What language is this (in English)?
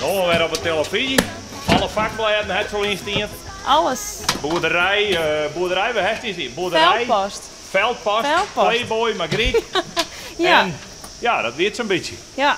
Western Frisian